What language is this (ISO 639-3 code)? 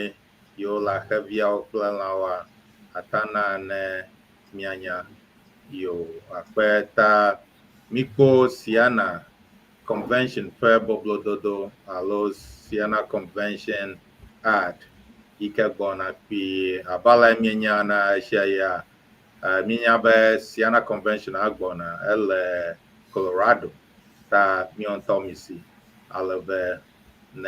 ewe